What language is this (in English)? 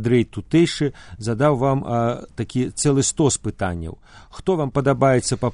Belarusian